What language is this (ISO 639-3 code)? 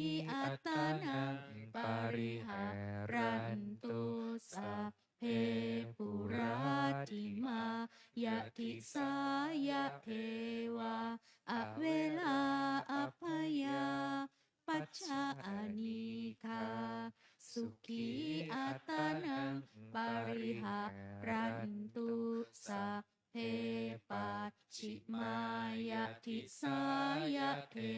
pli